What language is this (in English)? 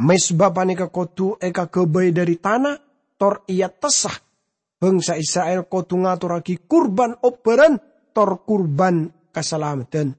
Madurese